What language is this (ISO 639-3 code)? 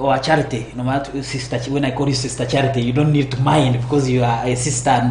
nyn